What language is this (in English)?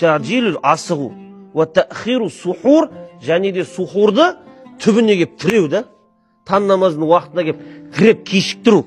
Kazakh